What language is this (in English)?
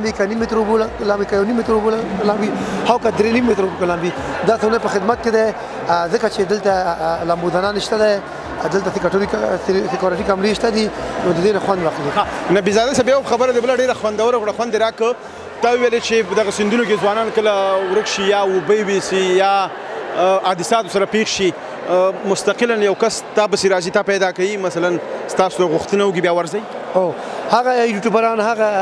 Pashto